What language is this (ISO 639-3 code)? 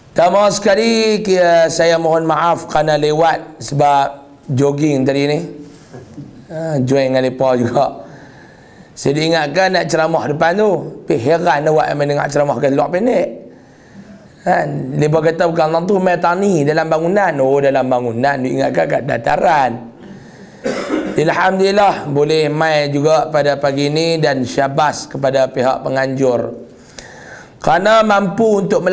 msa